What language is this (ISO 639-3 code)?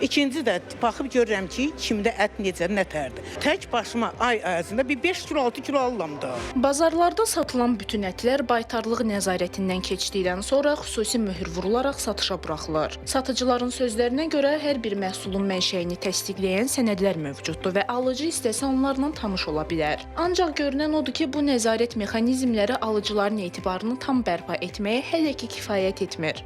aze